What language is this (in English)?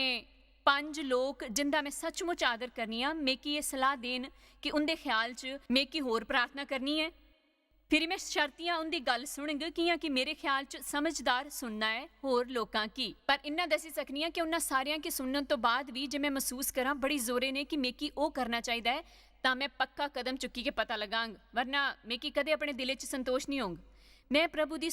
Dogri